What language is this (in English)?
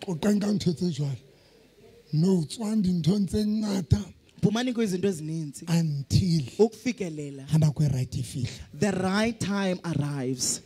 Southern Sotho